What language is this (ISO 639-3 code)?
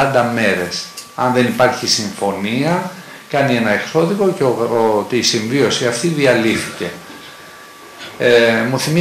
ell